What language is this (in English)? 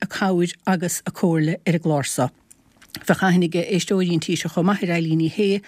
Irish